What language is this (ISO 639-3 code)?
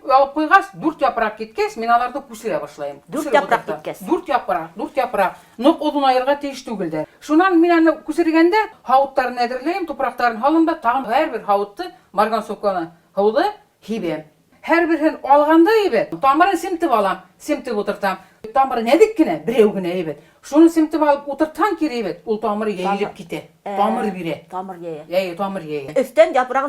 bak